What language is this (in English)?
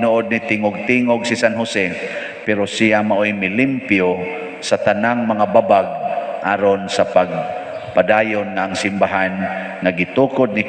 Cebuano